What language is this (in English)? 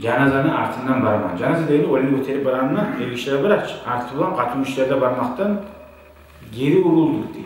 Kumyk